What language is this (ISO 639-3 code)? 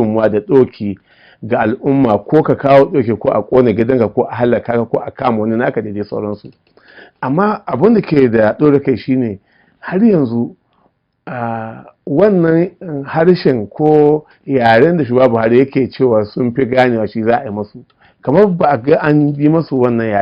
hau